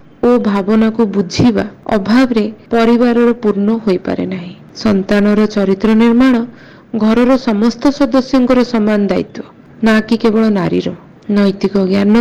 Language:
Odia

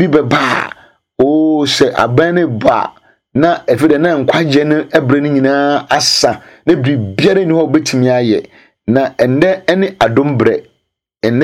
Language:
Akan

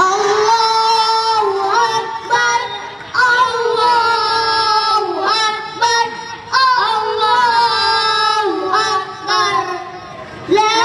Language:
Achinese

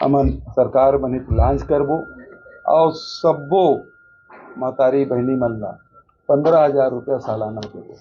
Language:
Chhattisgarhi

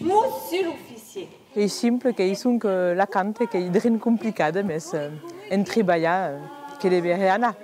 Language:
Occitan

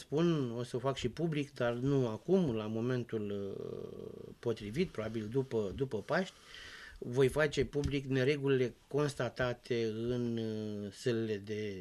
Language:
Romanian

